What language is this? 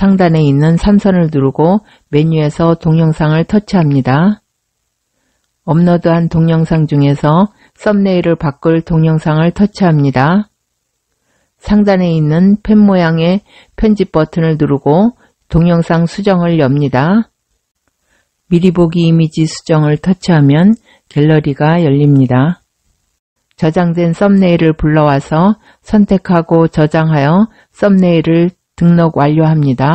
Korean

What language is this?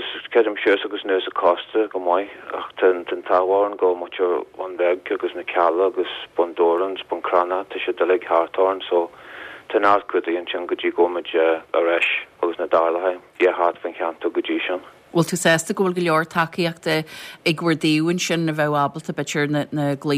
Irish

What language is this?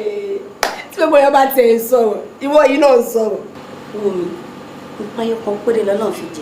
Yoruba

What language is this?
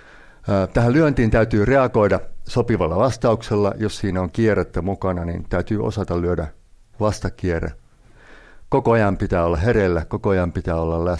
Finnish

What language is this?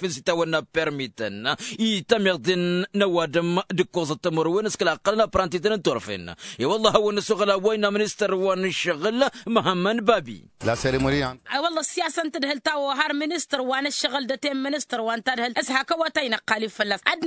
Tamasheq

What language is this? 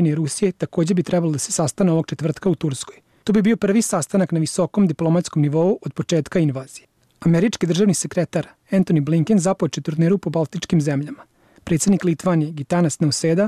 Bosnian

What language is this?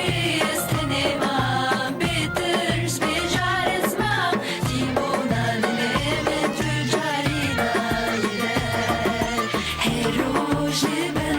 Kurdish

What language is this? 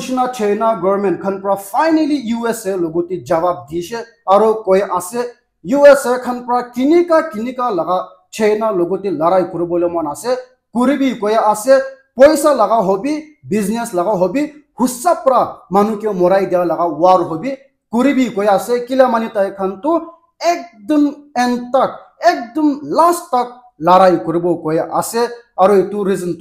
Naga Pidgin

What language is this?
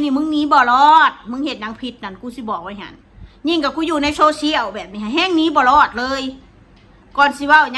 Northeastern Thai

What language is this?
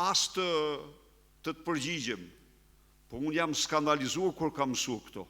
Albanian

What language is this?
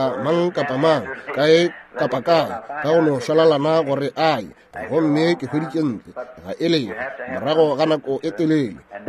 Northern Sotho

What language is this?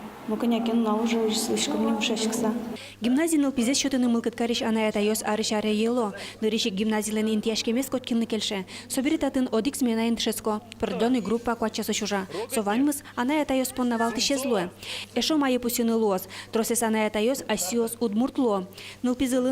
Udmurt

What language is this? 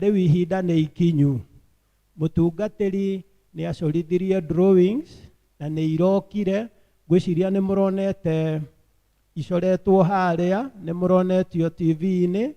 Kikuyu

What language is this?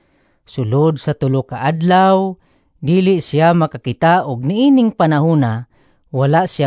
Cebuano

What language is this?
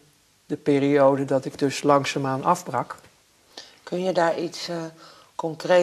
Dutch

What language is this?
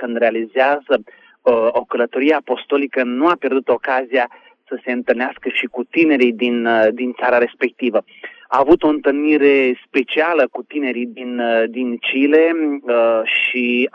Romanian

